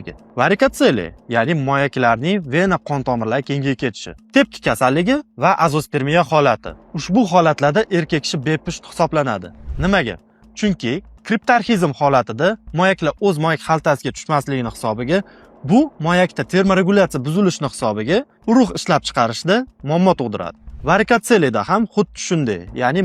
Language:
Uzbek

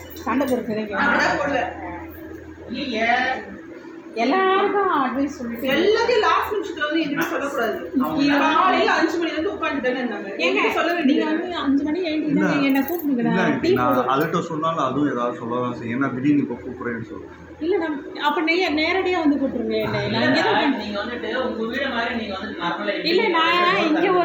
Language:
Tamil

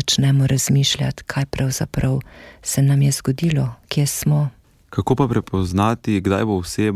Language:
Slovenian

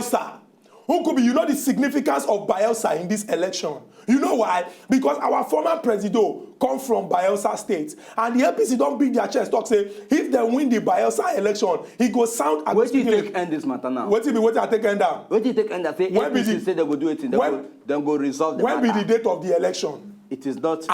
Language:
Nigerian Pidgin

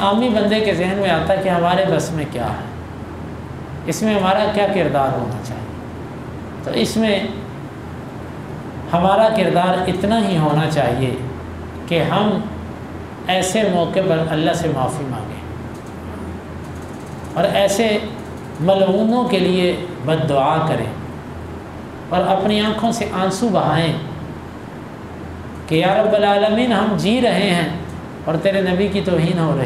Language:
Urdu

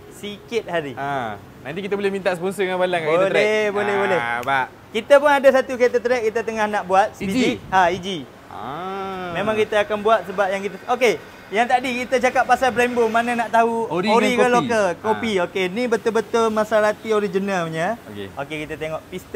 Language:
Malay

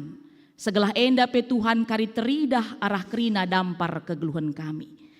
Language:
Batak Karo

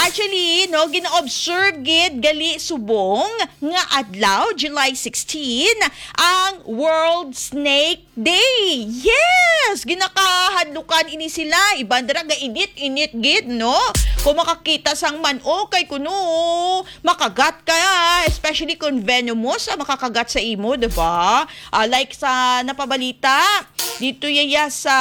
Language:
Hiligaynon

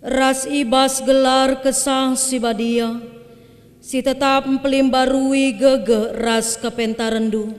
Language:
Batak Karo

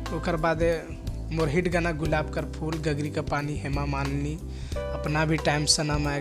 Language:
Sadri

